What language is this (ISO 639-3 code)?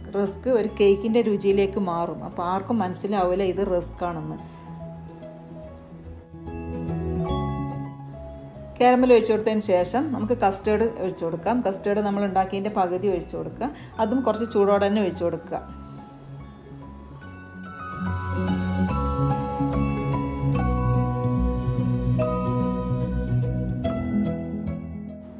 mal